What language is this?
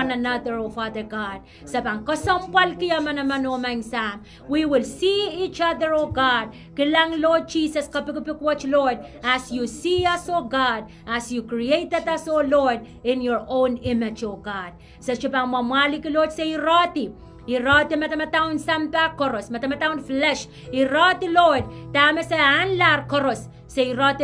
Pohnpeian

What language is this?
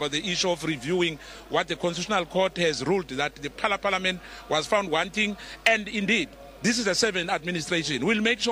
Afrikaans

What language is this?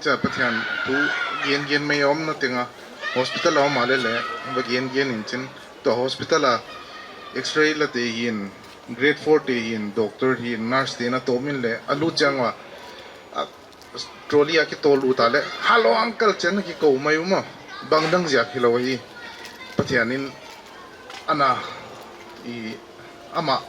Paite Chin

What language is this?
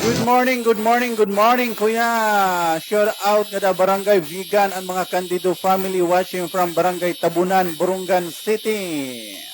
Waray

